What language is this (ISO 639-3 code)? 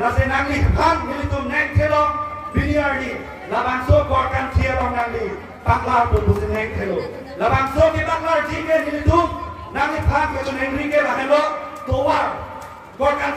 mjw